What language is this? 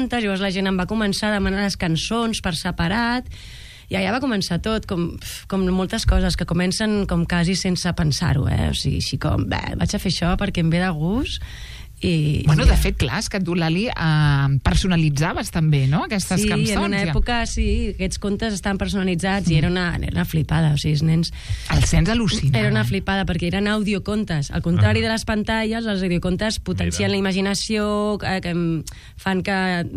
Catalan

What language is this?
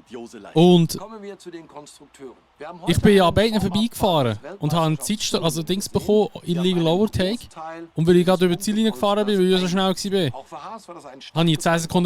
Swiss German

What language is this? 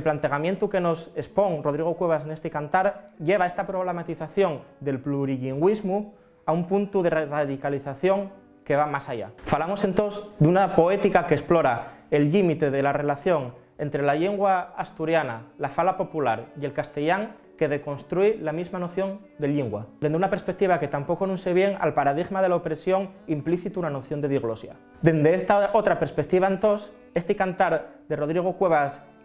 Asturian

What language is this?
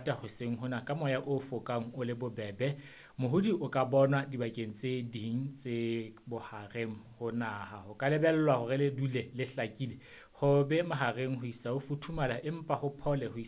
Southern Sotho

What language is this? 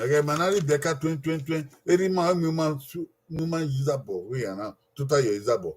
Bini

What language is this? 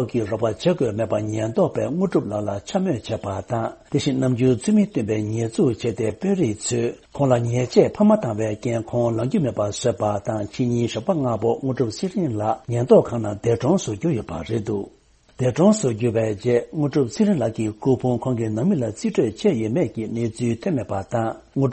Tibetan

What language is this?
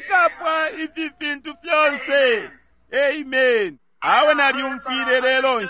Bemba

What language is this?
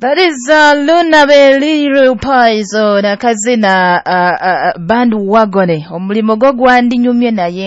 Nyoro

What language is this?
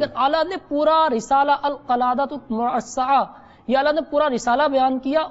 Urdu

